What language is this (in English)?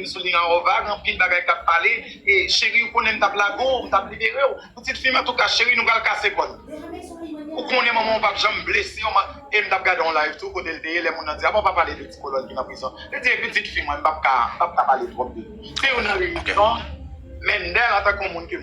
Haitian Creole